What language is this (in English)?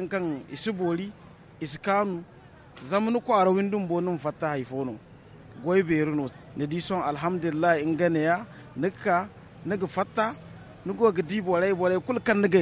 Zarma